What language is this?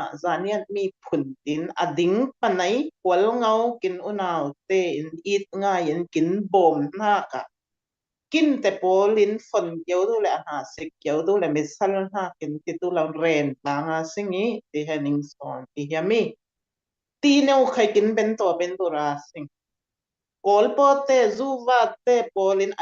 Falam Chin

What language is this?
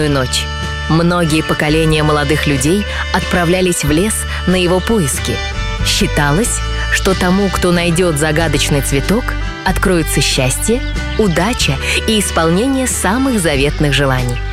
Russian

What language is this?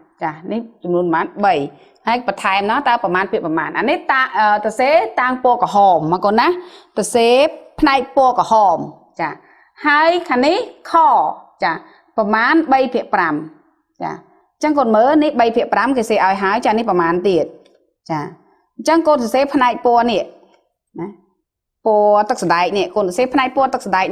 Khmer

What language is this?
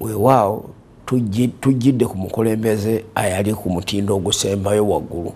Ganda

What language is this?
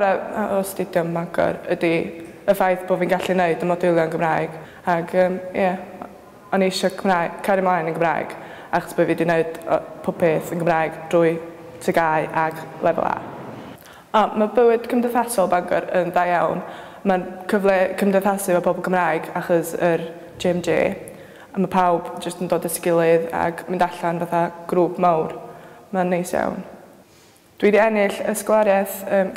Welsh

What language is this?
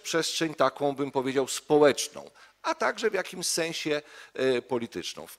Polish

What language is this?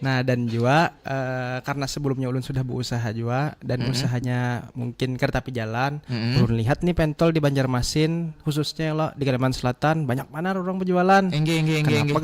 Banjar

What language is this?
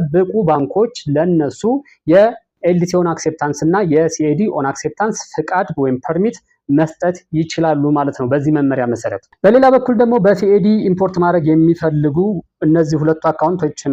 Amharic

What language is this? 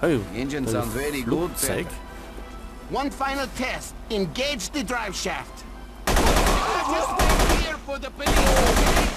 Bavarian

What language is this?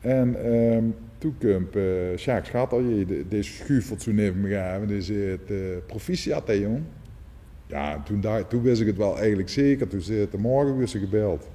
Limburgish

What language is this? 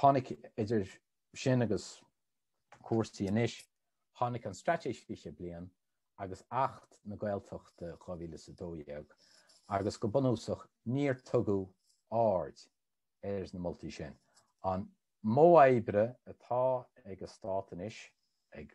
Irish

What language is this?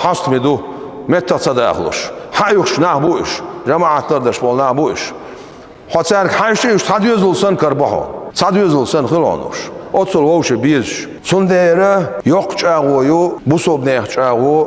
Chechen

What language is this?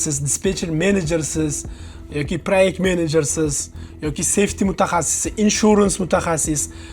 Uzbek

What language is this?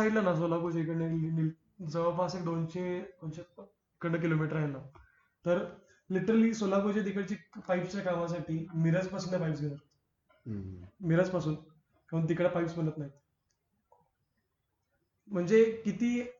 Marathi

